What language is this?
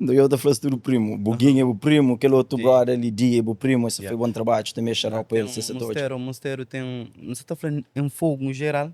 Kabuverdianu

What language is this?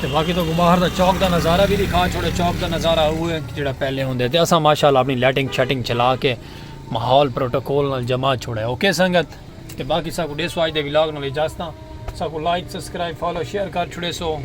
Saraiki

